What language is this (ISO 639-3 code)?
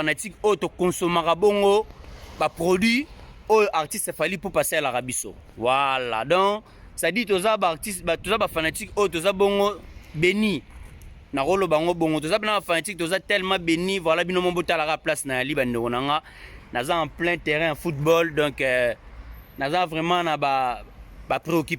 lin